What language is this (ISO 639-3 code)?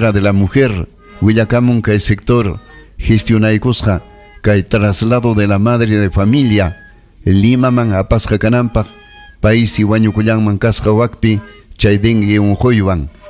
quy